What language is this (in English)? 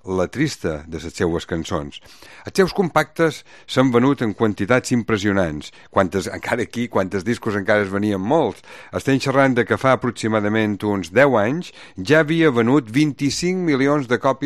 Catalan